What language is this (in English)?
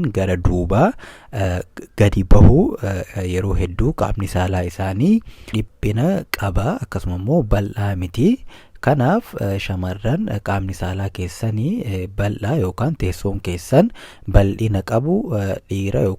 Oromo